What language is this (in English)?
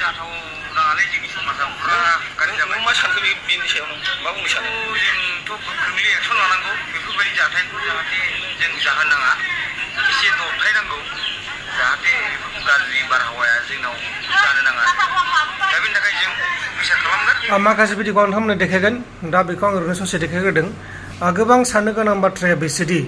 Bodo